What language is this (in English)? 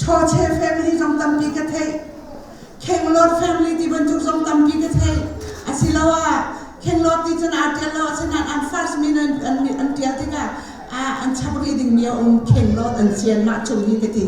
Hakha Chin